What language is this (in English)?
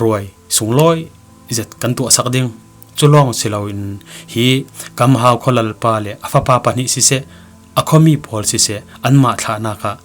Falam Chin